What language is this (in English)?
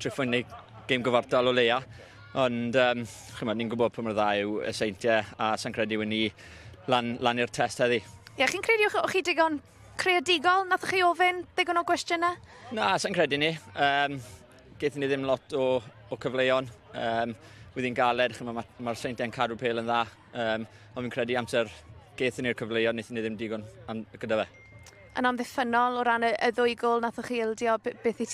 Welsh